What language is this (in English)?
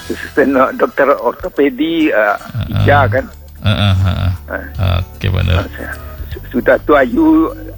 Indonesian